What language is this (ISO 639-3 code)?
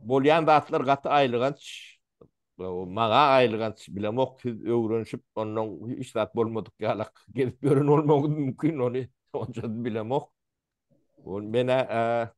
tuk